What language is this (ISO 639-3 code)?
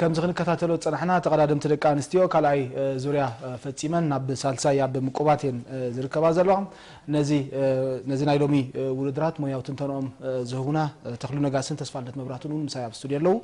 tir